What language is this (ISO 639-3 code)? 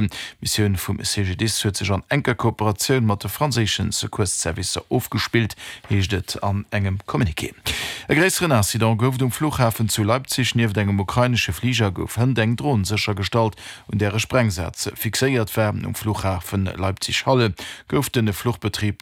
ltz